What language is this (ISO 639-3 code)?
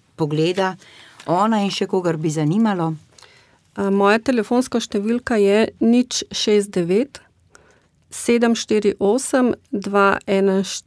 slv